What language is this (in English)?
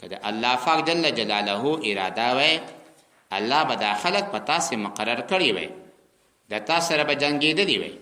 Pashto